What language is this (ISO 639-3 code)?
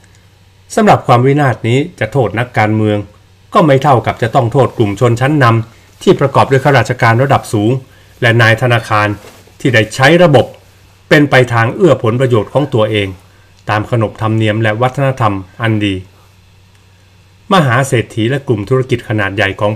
tha